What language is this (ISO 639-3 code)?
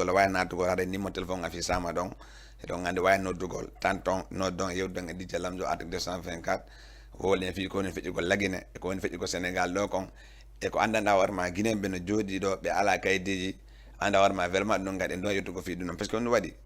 ful